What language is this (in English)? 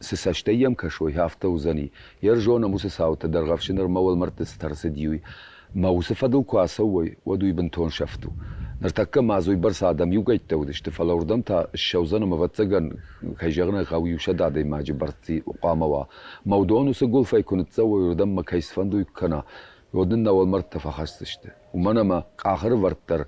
Ossetic